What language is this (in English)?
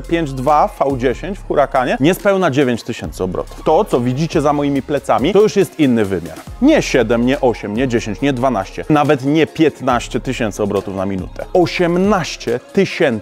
Polish